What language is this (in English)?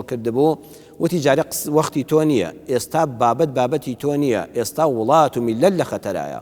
Central Kurdish